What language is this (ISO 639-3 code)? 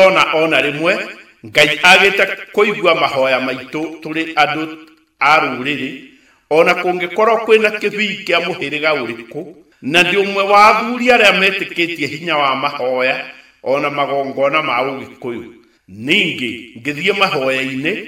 kik